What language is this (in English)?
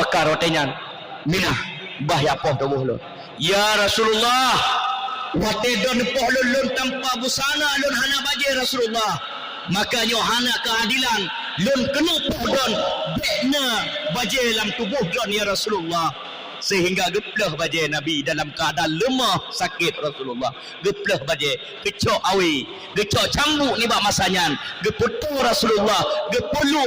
Achinese